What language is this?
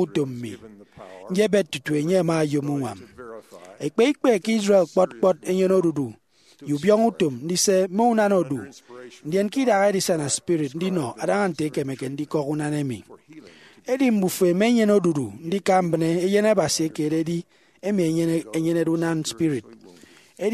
Efik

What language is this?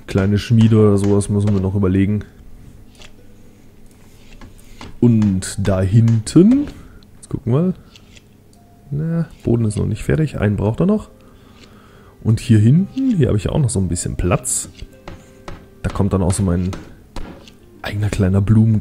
German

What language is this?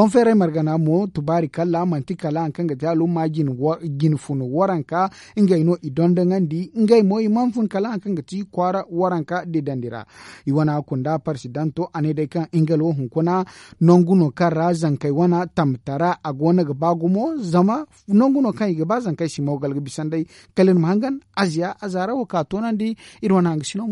Zarma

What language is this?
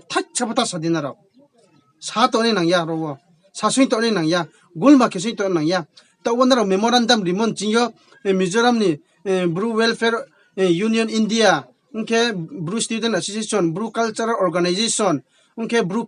Riang (India)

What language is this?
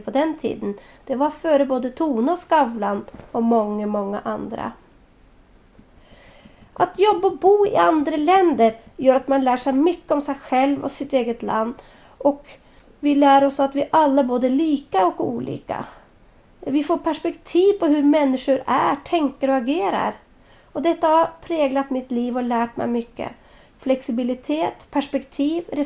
Swedish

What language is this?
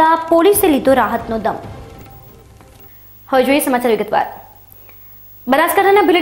Gujarati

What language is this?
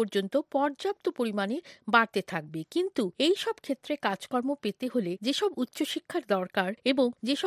Bangla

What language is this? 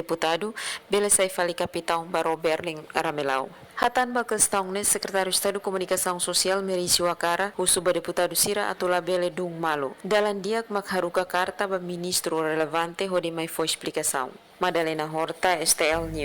Tetum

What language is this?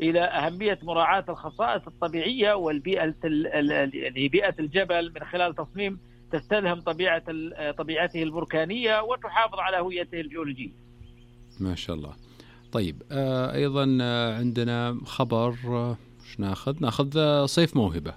Najdi Arabic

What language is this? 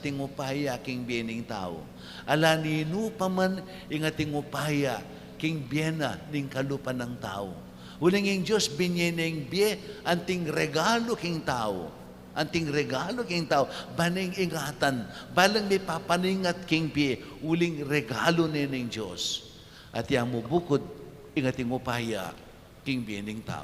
Pampanga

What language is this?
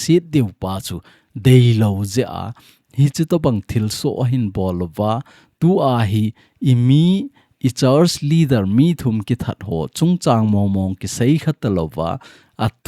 Thado Chin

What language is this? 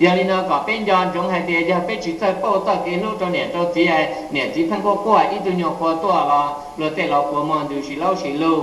Hmong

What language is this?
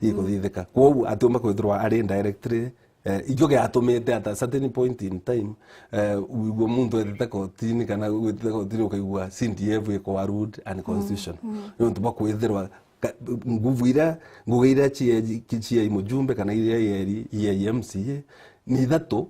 Meru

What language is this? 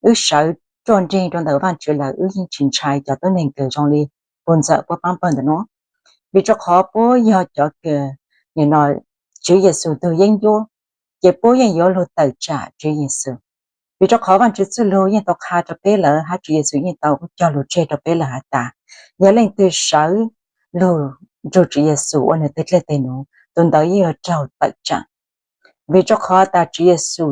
Hmong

